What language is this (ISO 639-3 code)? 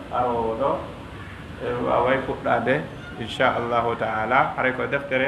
ful